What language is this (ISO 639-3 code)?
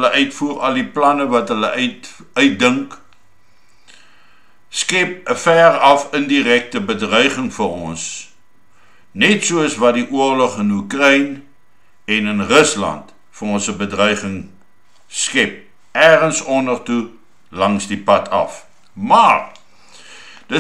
afr